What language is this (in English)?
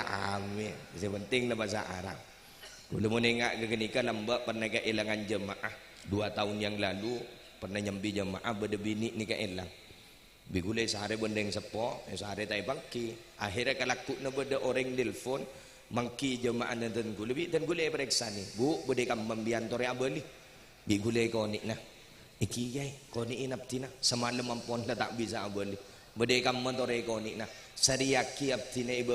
Madurese